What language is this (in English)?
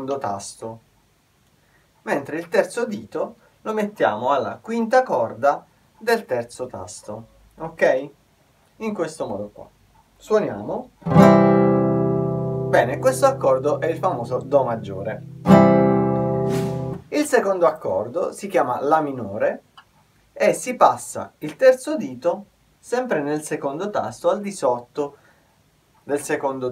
Italian